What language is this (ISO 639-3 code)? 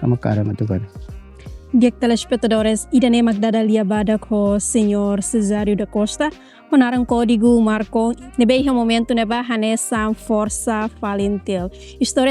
tet